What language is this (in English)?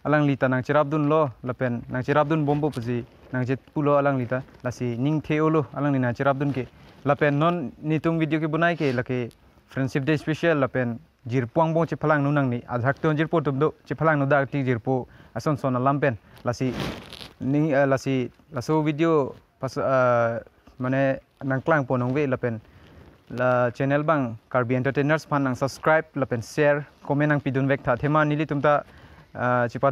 Karbi